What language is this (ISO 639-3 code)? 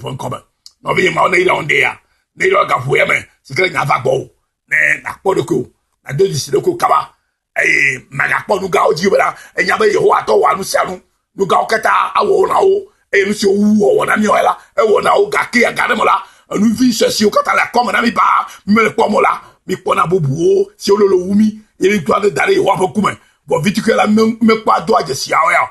ewe